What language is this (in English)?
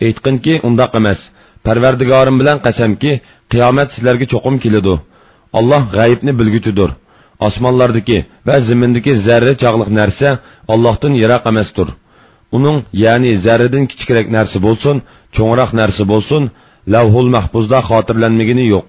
Uyghur